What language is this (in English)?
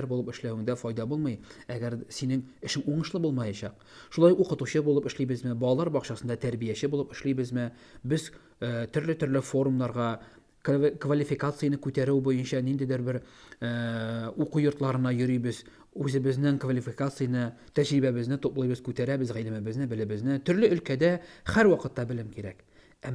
Tatar